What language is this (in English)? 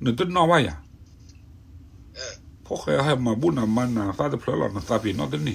S'gaw Karen